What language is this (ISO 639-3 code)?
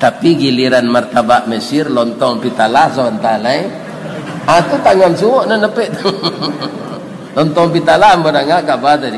min